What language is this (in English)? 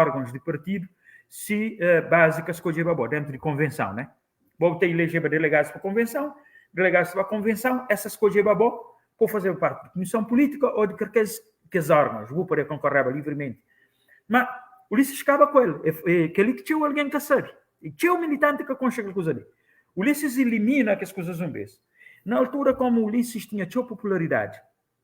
Kabuverdianu